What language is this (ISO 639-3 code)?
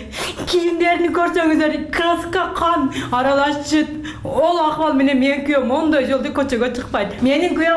kir